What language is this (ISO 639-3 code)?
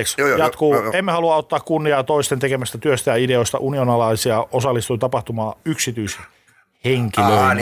fin